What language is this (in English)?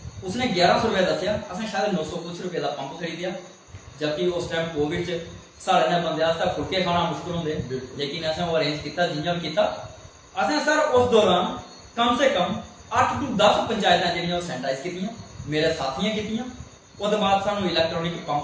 Dogri